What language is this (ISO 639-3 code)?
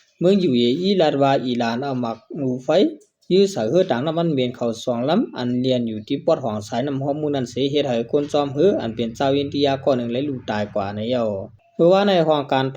shn